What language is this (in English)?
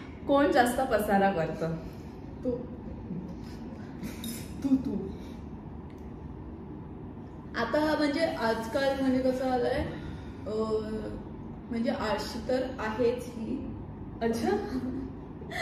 Marathi